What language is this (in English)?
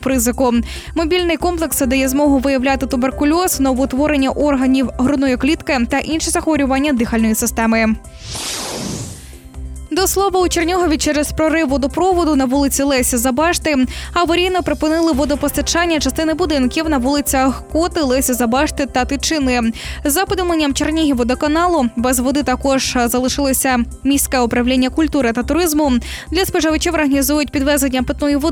Ukrainian